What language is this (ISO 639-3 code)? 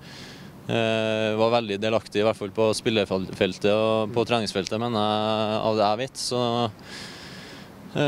nor